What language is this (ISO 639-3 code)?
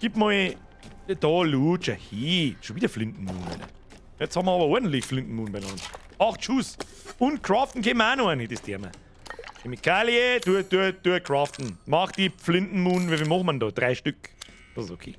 bar